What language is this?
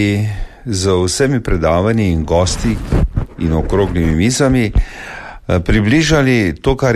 Slovenian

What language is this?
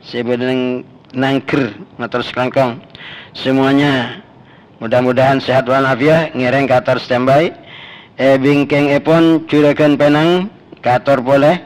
Madurese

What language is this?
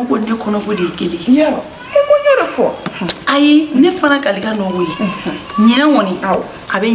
Bambara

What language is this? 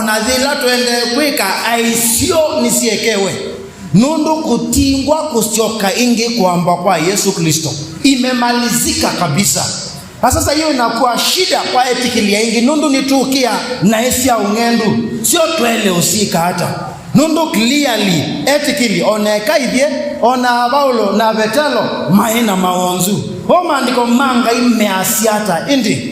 Kamba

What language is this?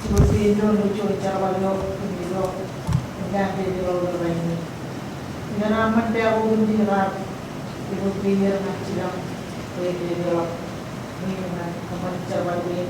Marshallese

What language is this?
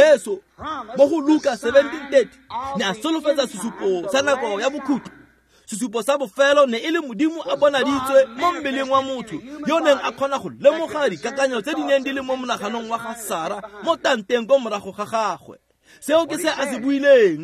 Tswana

